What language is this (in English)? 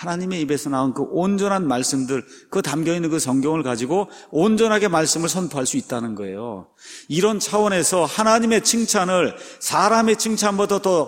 Korean